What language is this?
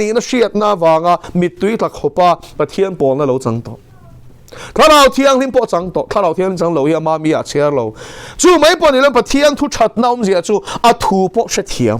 Mizo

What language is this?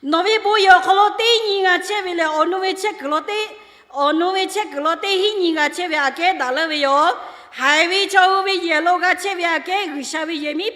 Lahu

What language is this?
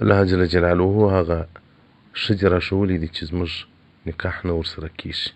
Pashto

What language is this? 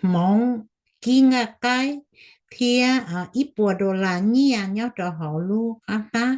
Hmong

